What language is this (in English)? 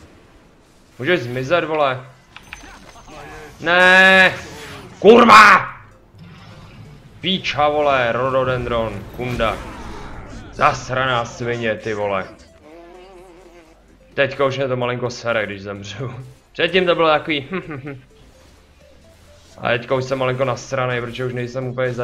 Czech